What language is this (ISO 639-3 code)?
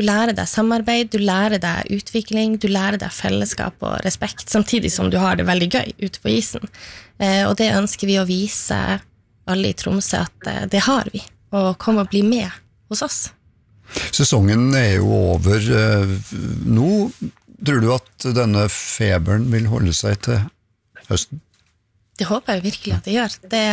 nor